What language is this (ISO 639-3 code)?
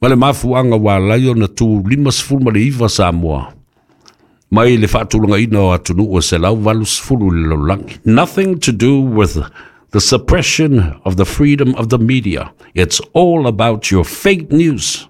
smo